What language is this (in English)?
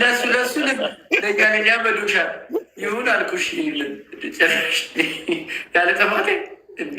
Amharic